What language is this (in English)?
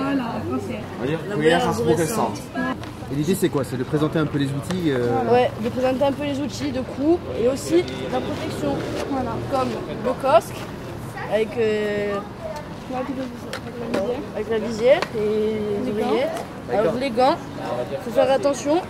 French